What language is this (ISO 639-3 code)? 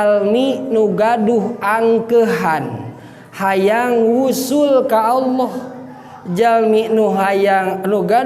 sun